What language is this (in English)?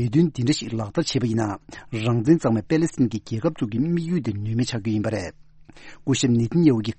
Tibetan